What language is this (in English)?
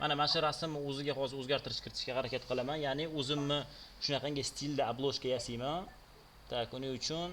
Uzbek